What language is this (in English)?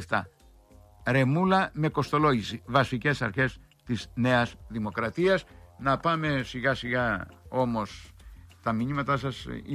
Greek